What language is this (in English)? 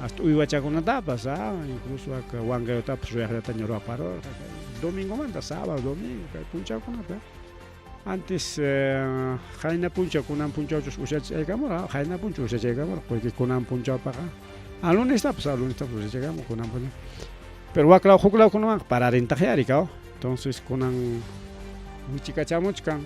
Ayacucho Quechua